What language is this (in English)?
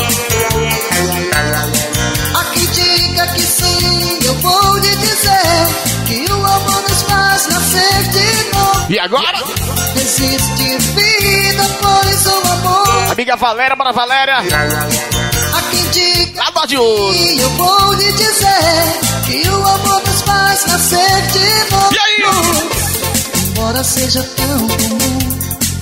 Portuguese